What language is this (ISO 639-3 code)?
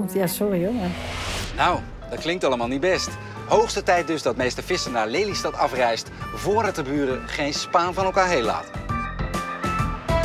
nld